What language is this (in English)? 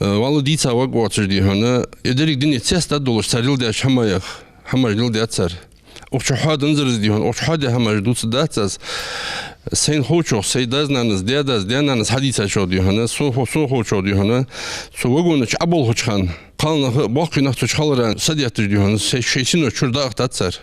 Ingush